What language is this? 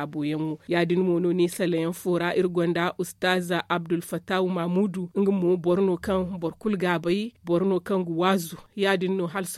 Zarma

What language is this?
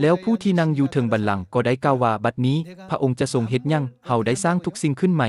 Lao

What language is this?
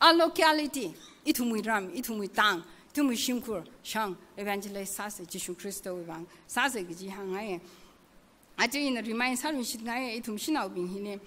Tangkhul Naga (India)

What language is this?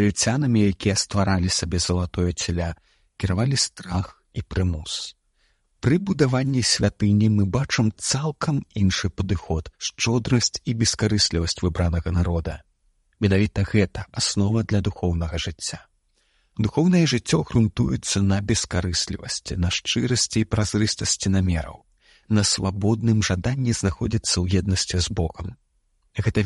Belarusian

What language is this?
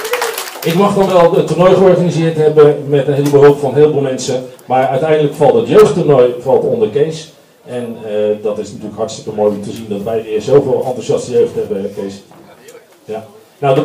Dutch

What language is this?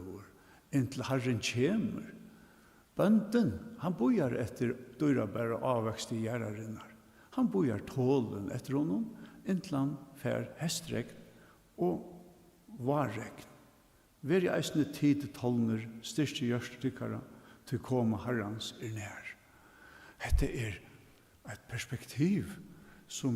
Faroese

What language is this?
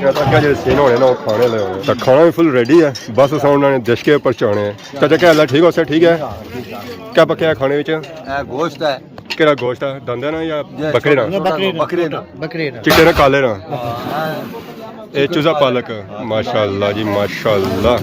Pahari-Potwari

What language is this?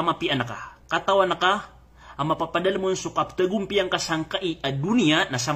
Maranao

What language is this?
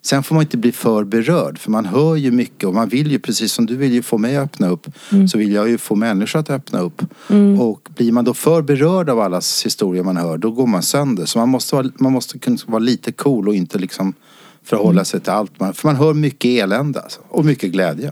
Swedish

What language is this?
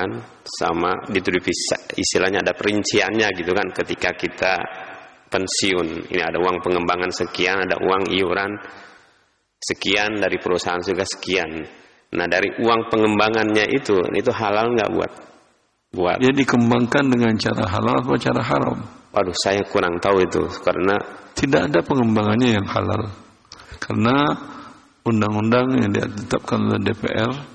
Indonesian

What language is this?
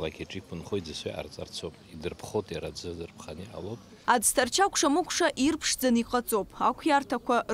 Abkhazian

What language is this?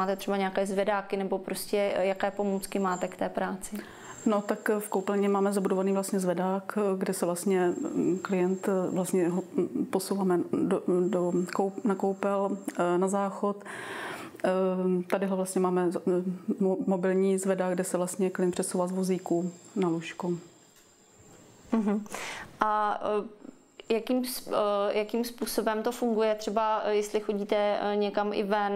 Czech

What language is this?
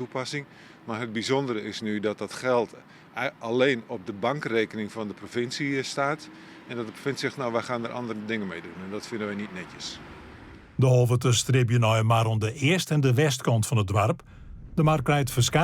Western Frisian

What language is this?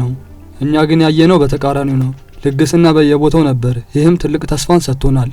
Amharic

